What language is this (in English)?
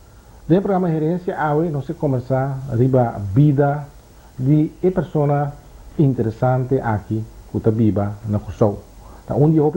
Papiamento